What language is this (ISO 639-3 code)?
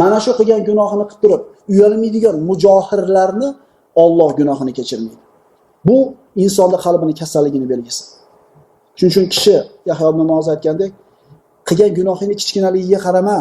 uzb